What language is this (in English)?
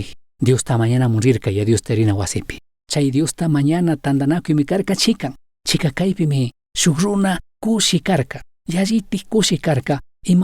Chimborazo Highland Quichua